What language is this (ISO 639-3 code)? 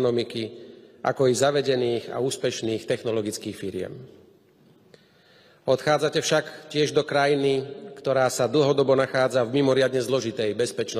slk